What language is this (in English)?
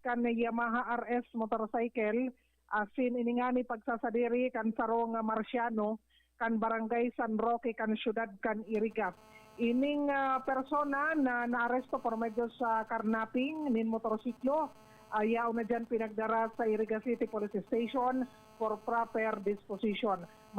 Bikol